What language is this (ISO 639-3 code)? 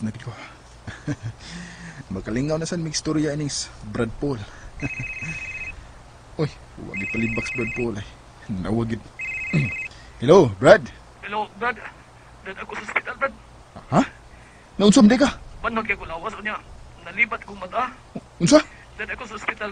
ceb